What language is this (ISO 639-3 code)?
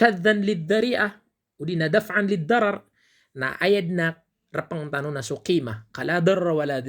mrw